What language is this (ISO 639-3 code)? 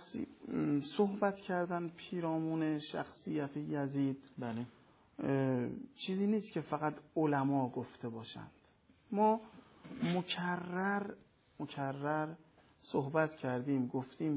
fas